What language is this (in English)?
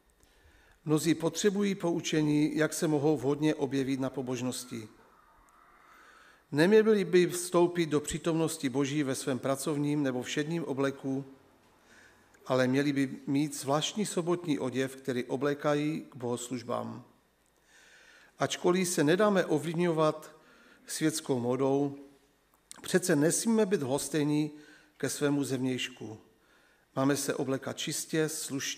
Czech